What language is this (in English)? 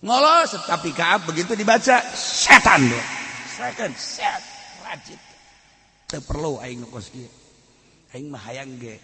Sundanese